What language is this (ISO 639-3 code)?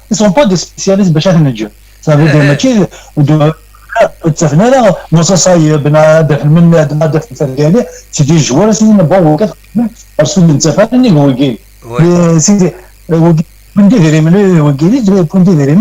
kab